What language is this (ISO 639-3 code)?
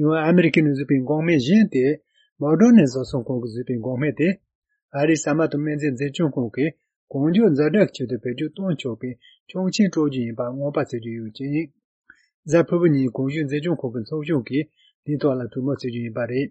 bod